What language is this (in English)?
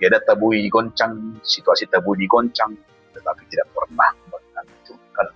Batak Toba